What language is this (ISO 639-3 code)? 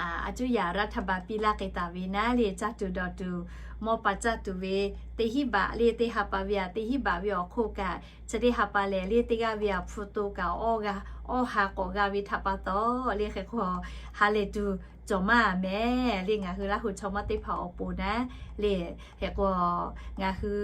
lhu